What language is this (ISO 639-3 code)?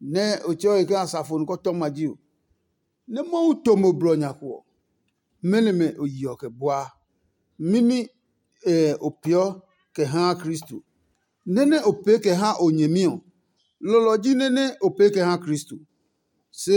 ada